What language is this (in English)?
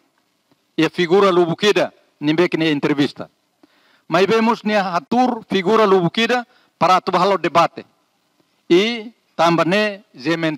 Tetum